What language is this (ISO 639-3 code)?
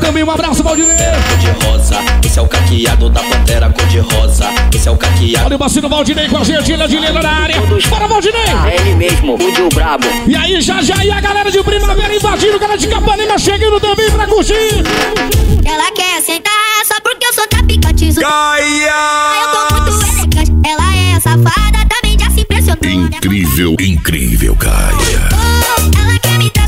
por